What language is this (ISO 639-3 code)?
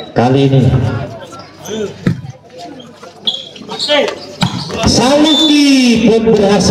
ind